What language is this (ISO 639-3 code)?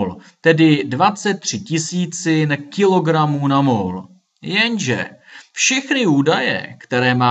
ces